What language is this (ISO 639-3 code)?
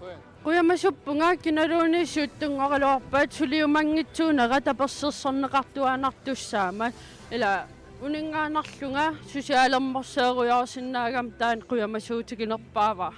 kal